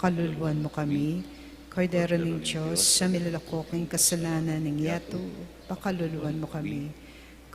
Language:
Pampanga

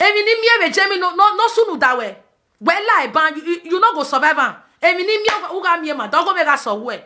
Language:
Nigerian Pidgin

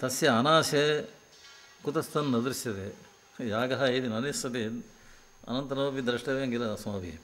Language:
Sanskrit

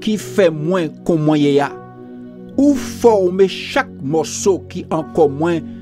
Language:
Guadeloupean Creole French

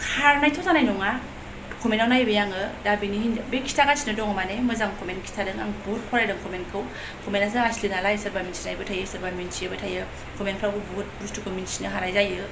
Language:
Bodo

